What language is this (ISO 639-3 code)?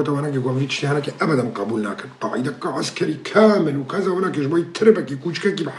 kur